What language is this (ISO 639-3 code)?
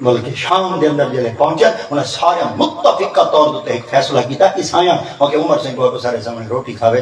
skr